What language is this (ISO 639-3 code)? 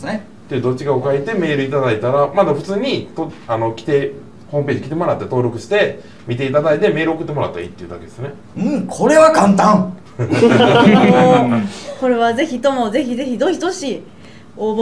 jpn